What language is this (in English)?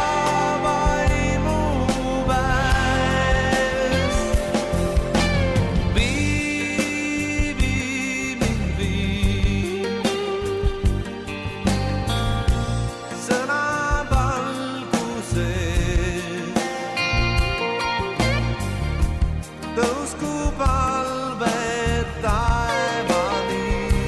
Estonian